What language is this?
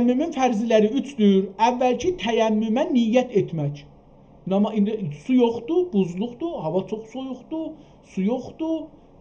South Azerbaijani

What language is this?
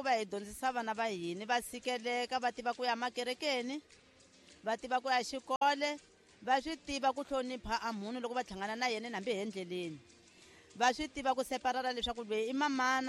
Tsonga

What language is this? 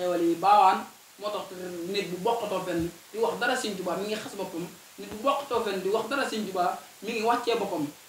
Wolof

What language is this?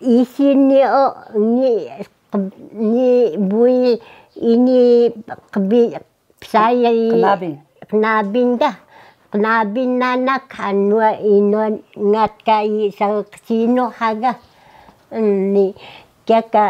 Taroko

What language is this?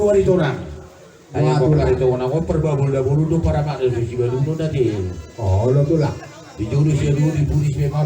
Batak Toba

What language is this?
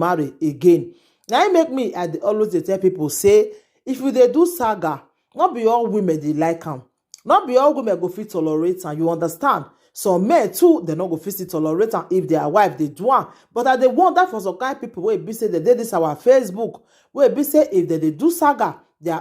Nigerian Pidgin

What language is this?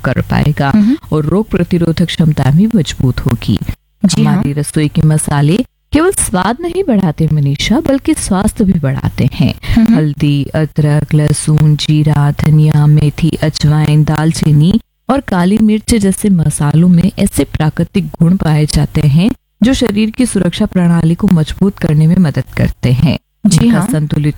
Hindi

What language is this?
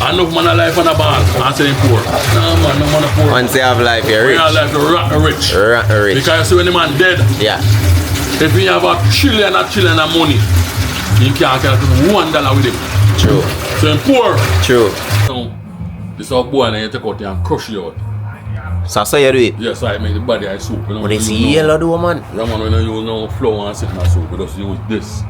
Jamaican Creole English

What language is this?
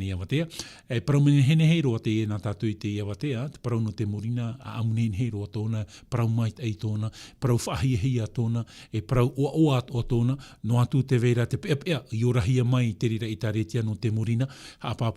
Tahitian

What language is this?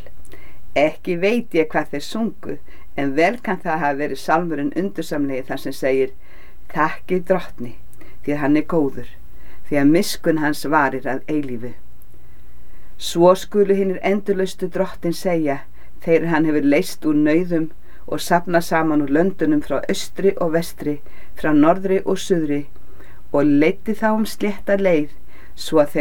Icelandic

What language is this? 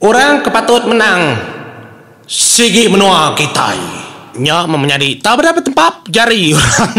Iban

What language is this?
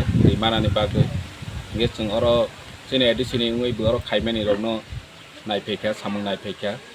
Kok Borok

